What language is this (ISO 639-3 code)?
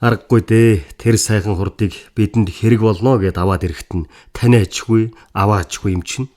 mon